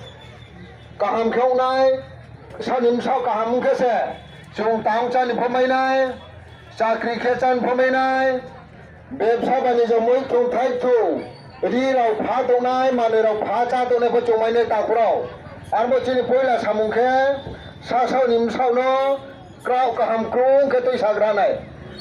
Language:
Riang (India)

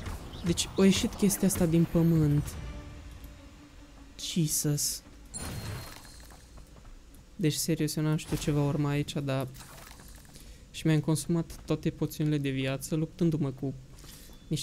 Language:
Romanian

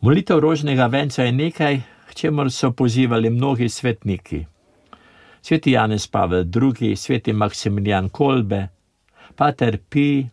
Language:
Slovenian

